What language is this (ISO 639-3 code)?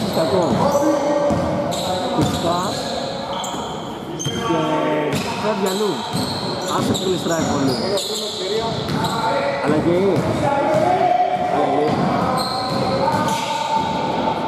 ell